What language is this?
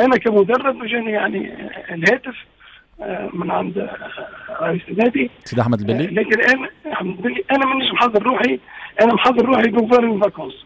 Tunisian Arabic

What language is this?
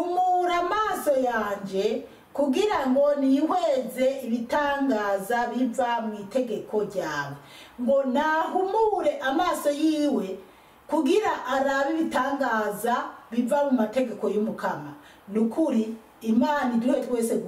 Rundi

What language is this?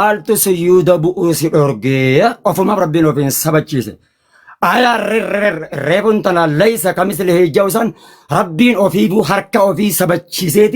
Oromo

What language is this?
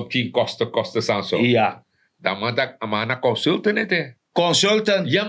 Sranan Tongo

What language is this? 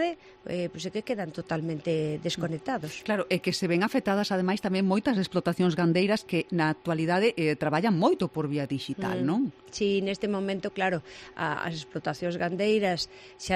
Galician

